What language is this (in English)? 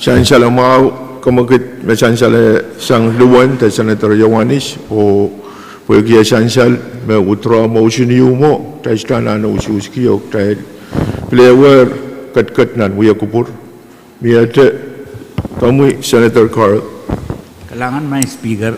Pohnpeian